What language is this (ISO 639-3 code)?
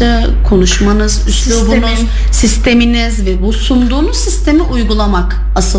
tur